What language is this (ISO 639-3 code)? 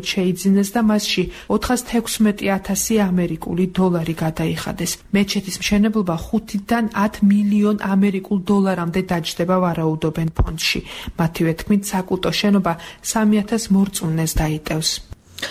kat